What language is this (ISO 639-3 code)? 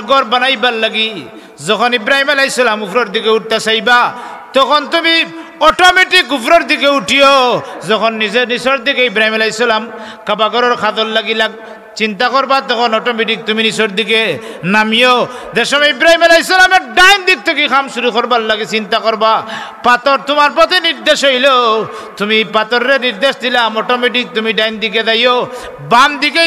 syl